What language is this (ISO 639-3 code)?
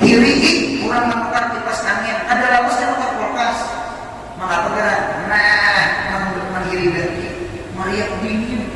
bjn